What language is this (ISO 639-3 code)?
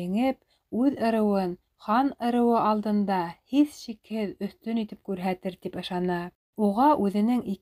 bak